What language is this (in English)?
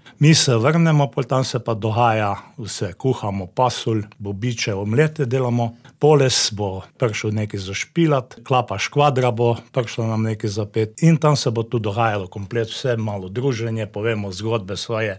Slovenian